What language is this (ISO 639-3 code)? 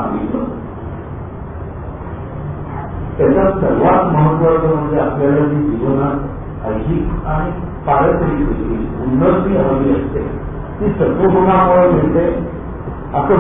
mar